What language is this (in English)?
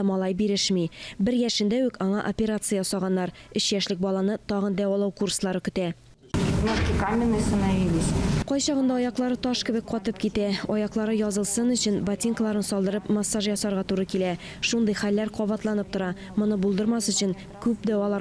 Tatar